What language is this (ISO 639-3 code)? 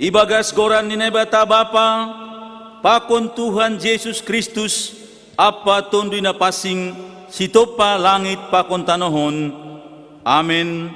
bts